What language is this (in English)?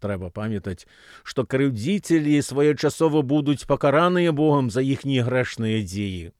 Belarusian